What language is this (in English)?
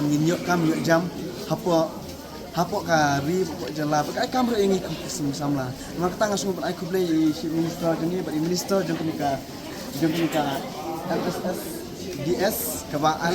Khasi